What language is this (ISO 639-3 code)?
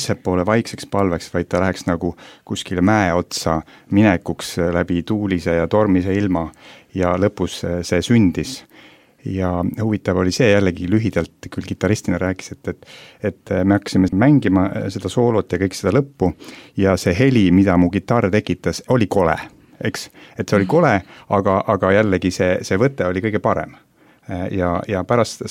est